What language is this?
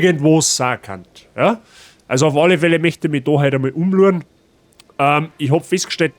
Bavarian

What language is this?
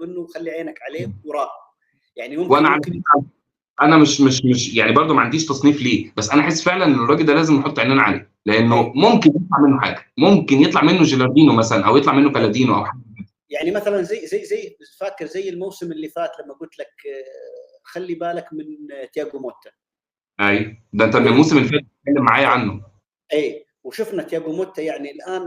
Egyptian Arabic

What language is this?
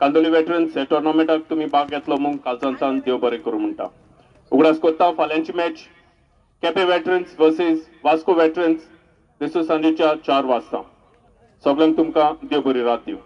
Konkani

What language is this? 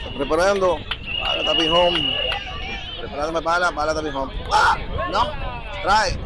Papiamento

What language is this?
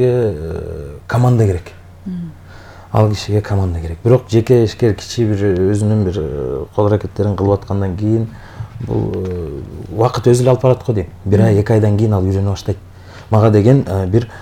Kyrgyz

